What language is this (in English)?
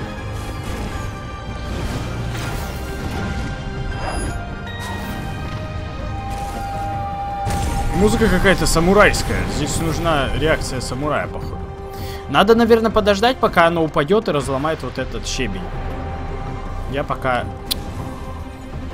Russian